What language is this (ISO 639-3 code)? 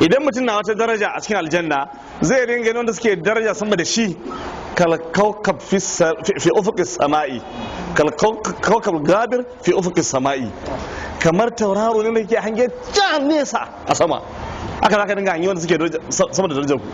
hau